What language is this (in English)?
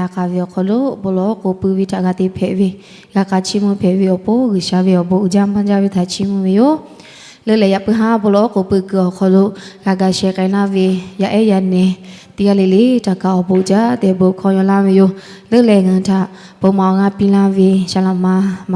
Lahu